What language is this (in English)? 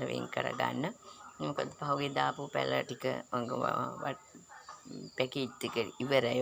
Sinhala